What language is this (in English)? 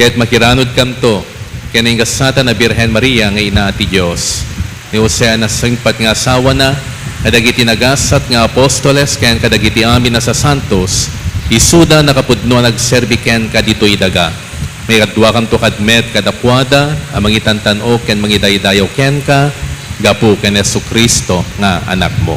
Iloko